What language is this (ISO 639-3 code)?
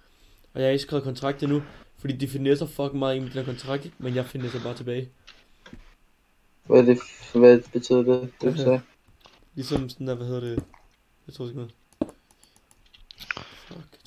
dan